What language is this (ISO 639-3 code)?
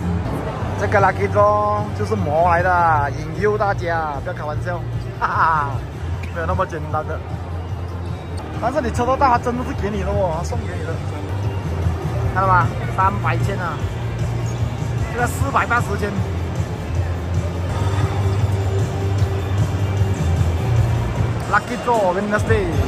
zho